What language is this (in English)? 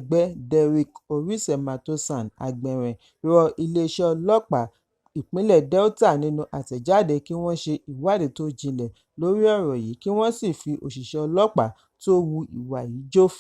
Yoruba